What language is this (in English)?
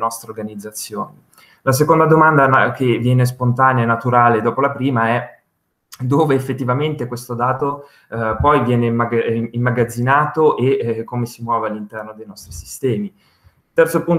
Italian